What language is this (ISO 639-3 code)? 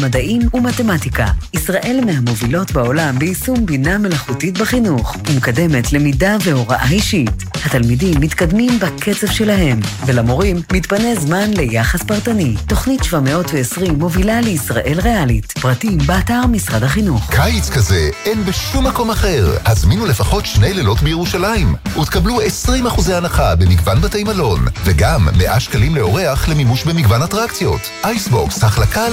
heb